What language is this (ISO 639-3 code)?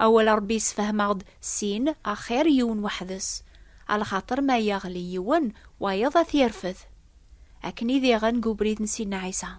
kab